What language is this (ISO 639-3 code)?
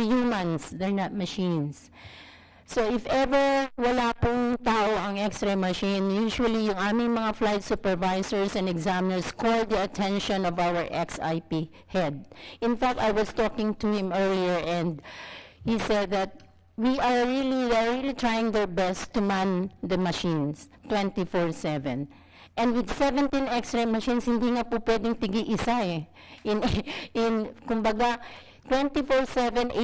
fil